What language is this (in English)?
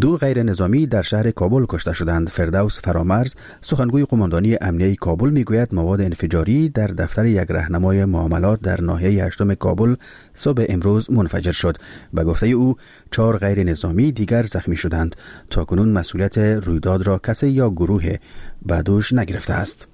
Persian